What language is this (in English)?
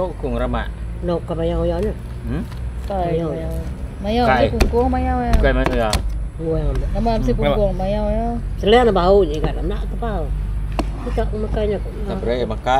Iban